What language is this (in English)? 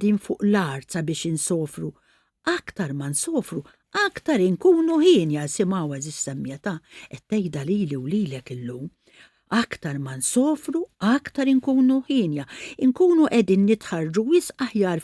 Maltese